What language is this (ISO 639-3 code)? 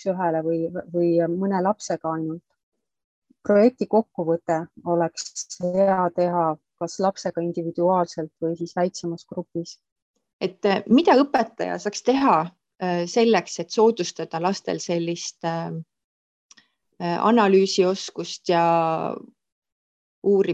est